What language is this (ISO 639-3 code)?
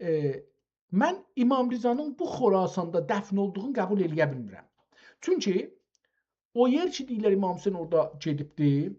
azb